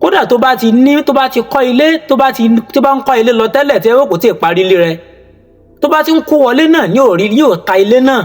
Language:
Yoruba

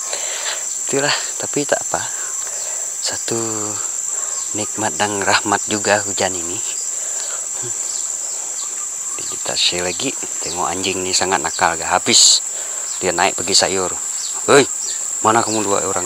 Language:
Malay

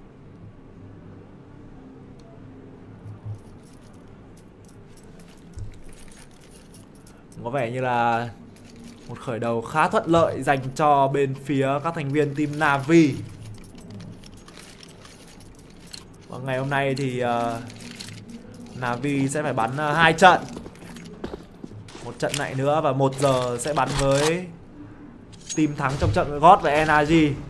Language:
Vietnamese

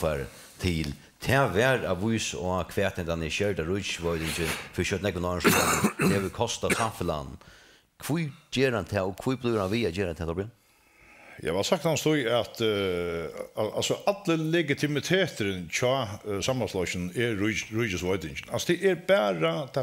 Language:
Faroese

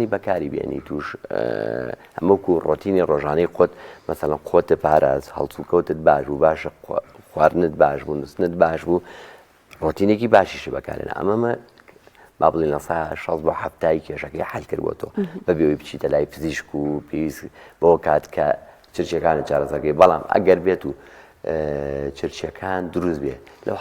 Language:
Central Kurdish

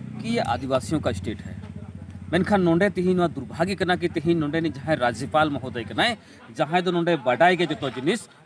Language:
Santali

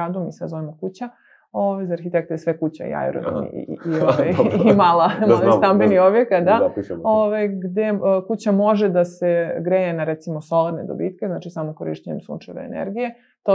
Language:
Serbian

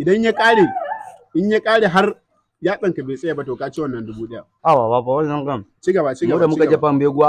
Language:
Hausa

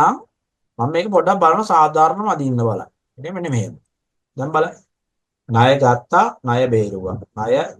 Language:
Sinhala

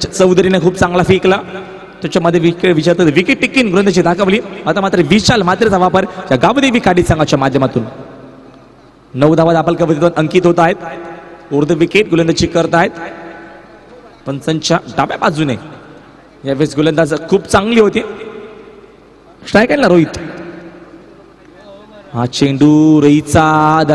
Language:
Marathi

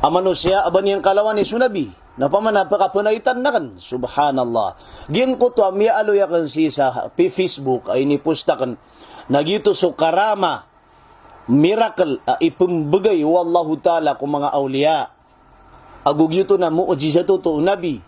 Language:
Maranao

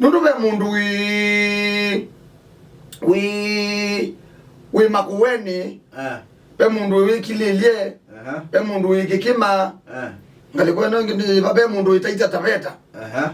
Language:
Kamba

